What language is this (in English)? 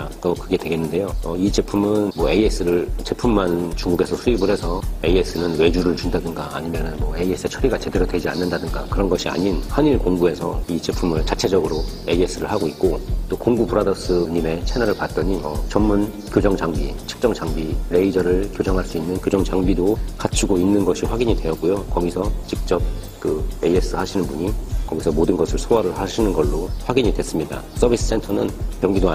Korean